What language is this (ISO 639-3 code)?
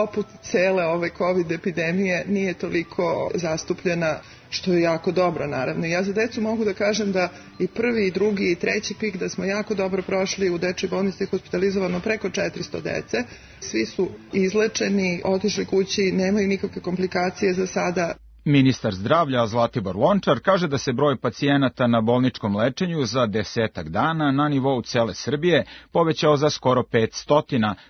srp